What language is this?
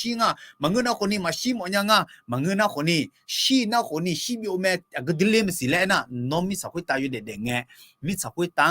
Akha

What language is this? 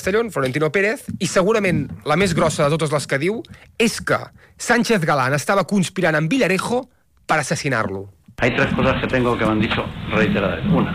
Catalan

